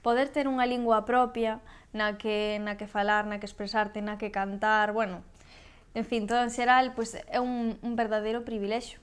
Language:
Galician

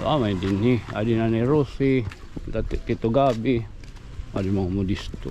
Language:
Waray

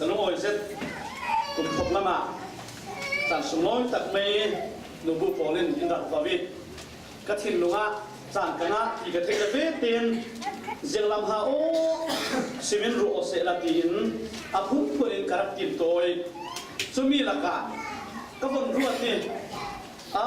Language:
Falam Chin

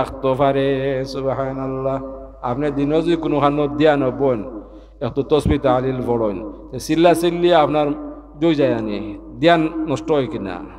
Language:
Sylheti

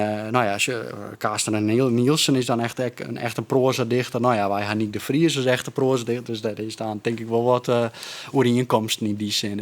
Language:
Western Frisian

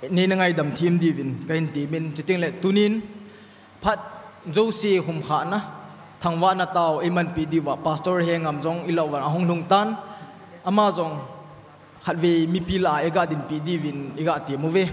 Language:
Thado Chin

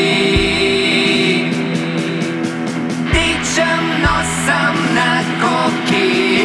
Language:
Bulgarian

